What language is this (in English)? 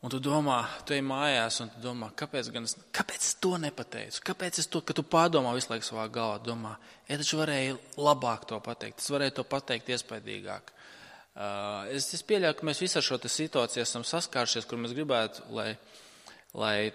Latvian